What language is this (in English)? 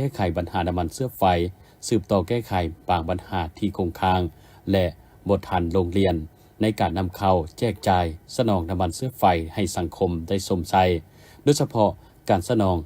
Lao